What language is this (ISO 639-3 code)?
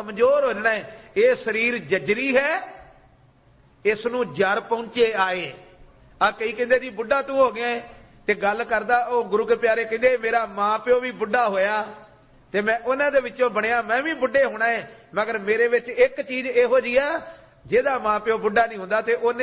pan